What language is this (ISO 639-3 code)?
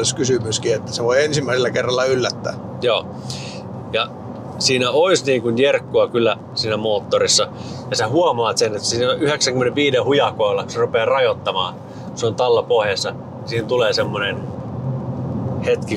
fin